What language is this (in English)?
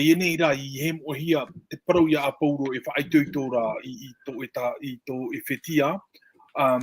Tahitian